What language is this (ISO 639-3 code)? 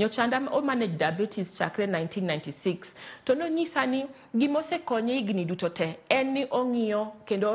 luo